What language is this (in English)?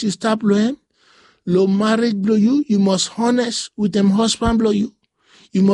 Bislama